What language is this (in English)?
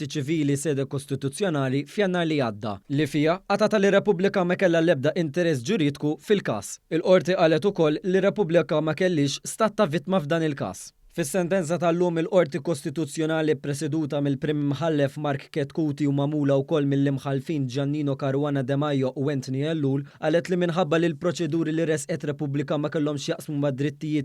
Maltese